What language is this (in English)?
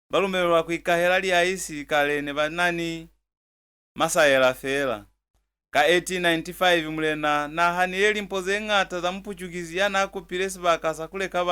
Lozi